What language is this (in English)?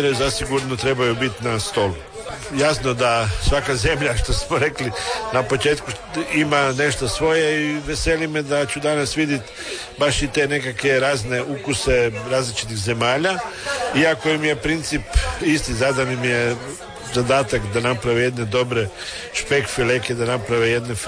Croatian